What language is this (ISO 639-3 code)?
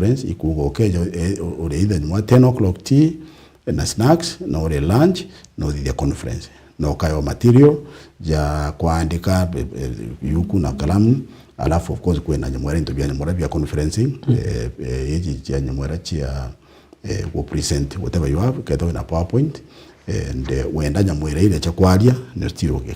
mer